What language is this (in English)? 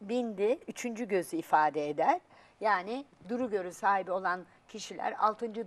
Turkish